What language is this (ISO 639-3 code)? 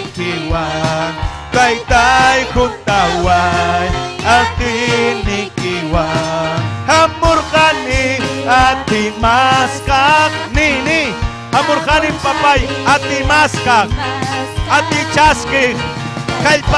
quy